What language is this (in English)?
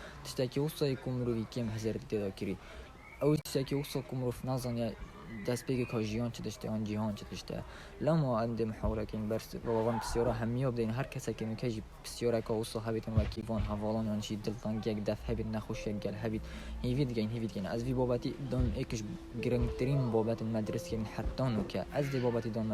Kurdish